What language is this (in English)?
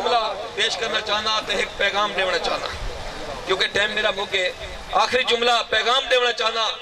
Saraiki